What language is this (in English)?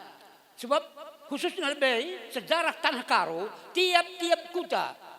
Batak Karo